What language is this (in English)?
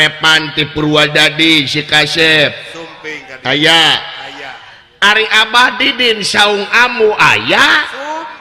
Sundanese